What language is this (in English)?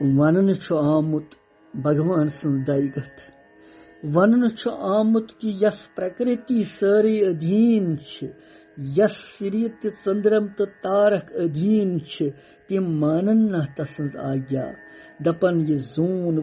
Kashmiri